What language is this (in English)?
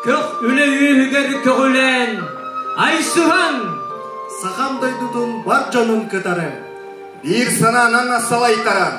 Yakut